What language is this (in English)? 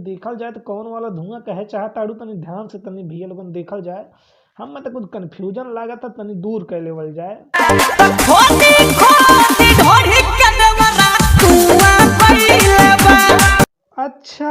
Bhojpuri